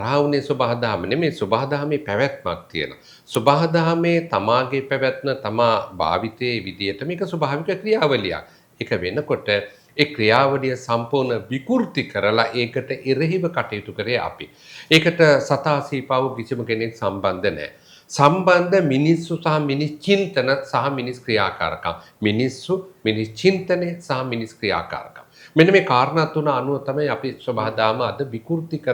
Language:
Sinhala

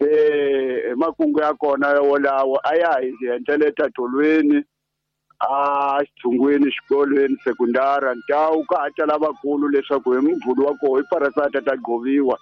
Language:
Tsonga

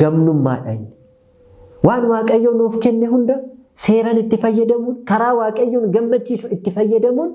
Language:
Oromo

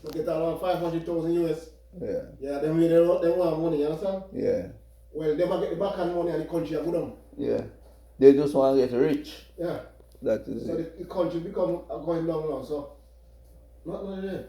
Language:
Jamaican Creole English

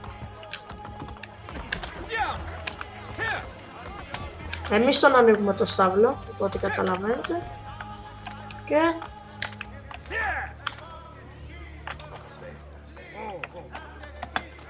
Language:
Greek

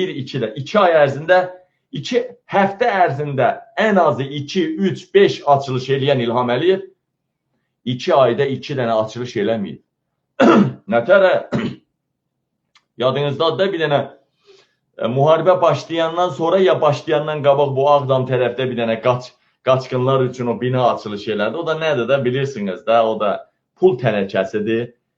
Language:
Azerbaijani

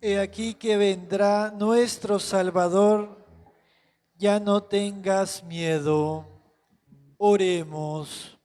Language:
Kekchí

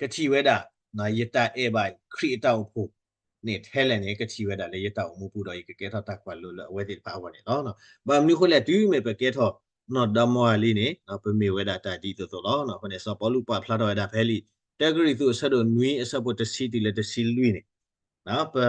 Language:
S'gaw Karen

